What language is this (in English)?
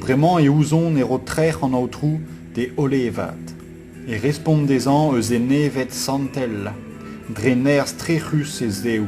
Breton